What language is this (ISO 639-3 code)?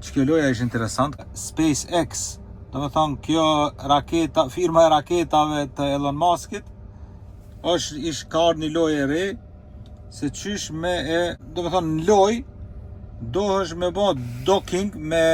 sqi